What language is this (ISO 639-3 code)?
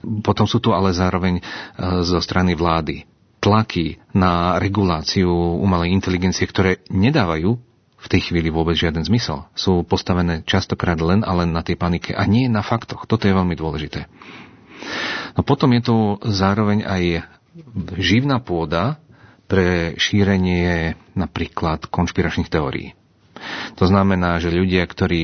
slk